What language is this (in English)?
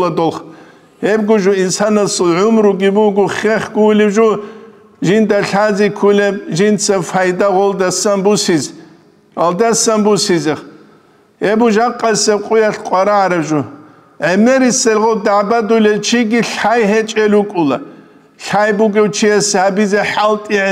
Avaric